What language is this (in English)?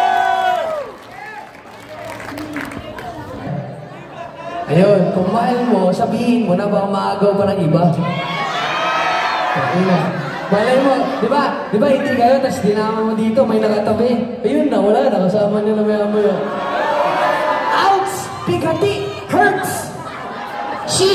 Filipino